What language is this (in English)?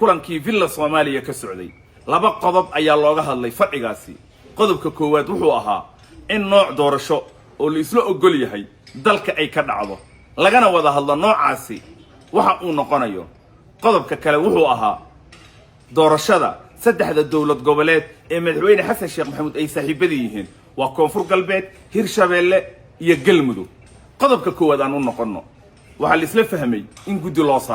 Somali